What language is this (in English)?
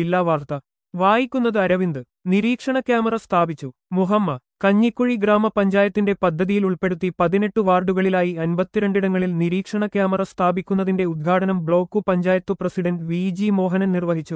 Malayalam